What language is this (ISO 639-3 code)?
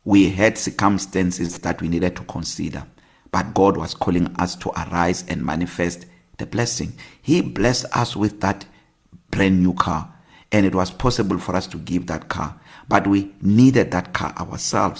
eng